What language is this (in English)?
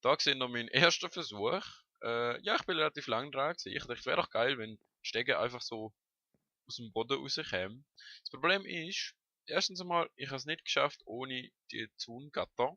Swiss German